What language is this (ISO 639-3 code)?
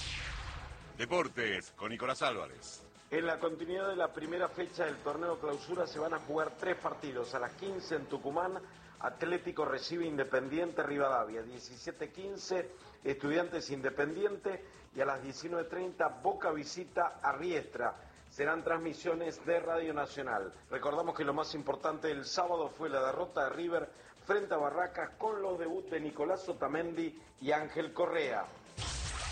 spa